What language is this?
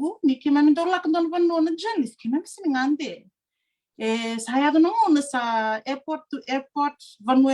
Fijian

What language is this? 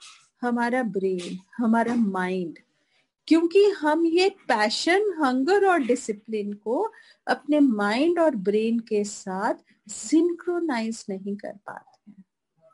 Hindi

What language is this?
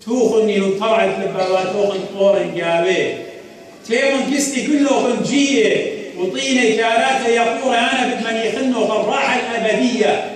Assyrian Neo-Aramaic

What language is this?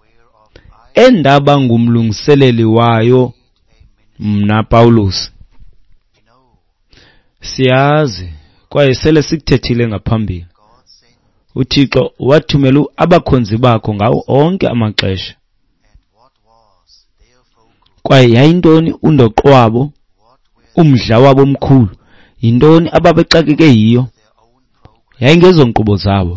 Xhosa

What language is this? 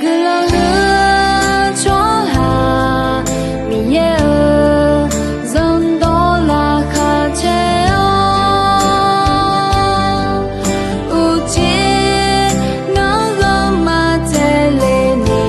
Akha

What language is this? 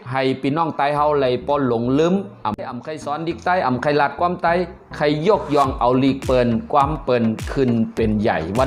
Shan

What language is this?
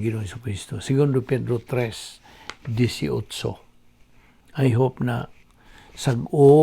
Cebuano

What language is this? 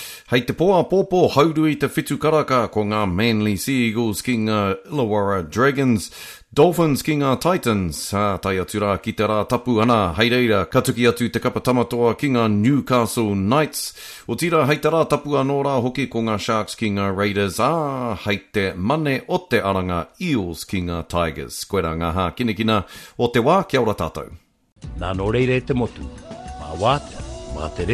Māori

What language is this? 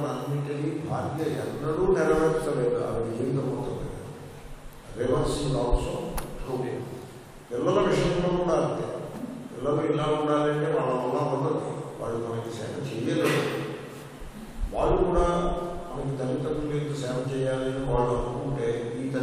Telugu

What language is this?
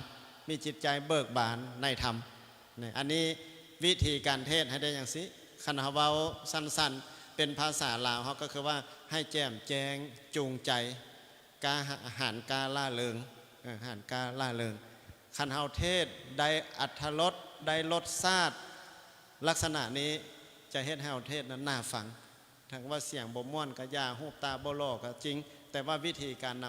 Lao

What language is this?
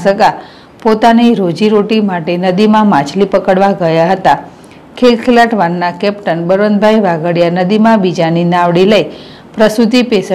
Gujarati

